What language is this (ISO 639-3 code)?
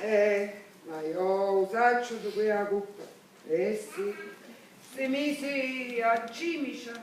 scn